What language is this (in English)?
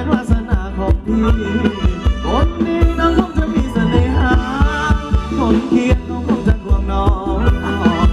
Thai